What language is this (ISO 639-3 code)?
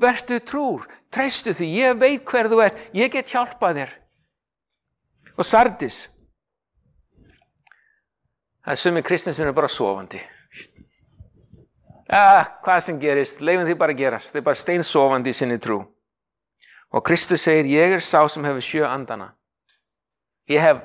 isl